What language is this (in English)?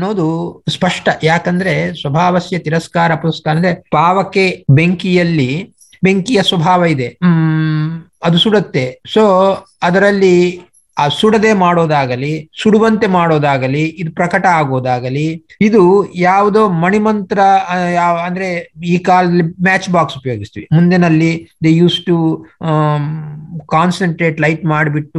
Kannada